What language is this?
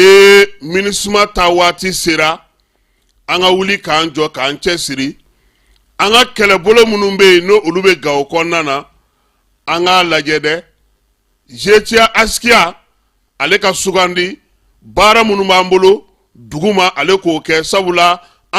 Bambara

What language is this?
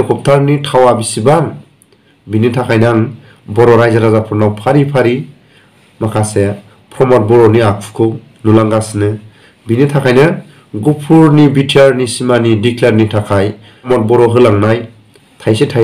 Bodo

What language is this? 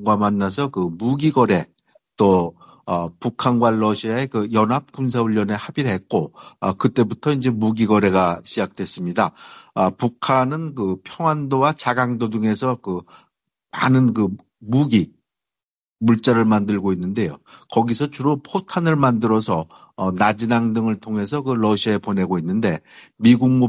Korean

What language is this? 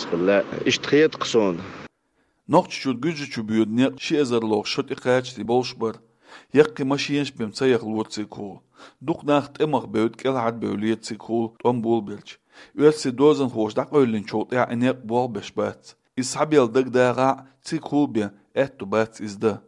Chechen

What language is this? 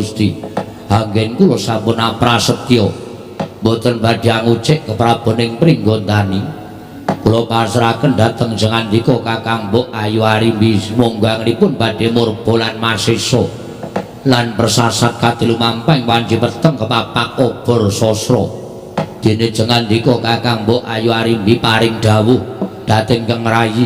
Javanese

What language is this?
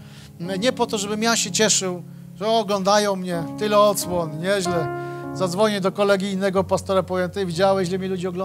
Polish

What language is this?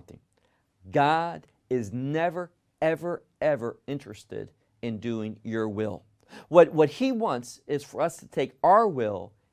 English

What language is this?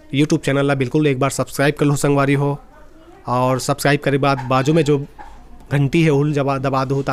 Chhattisgarhi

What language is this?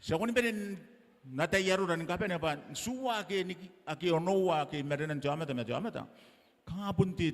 Gilbertese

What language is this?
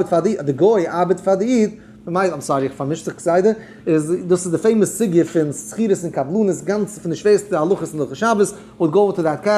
Yiddish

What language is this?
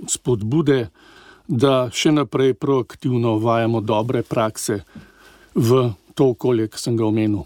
Slovenian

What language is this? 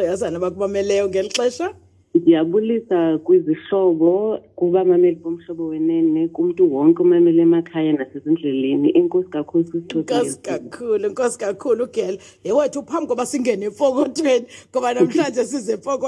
Xhosa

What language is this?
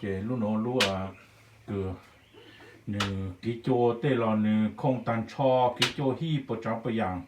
Hmong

